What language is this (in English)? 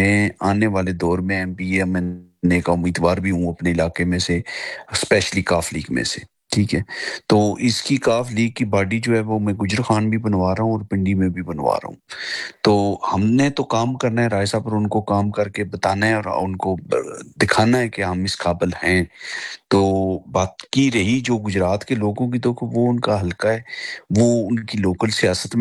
Urdu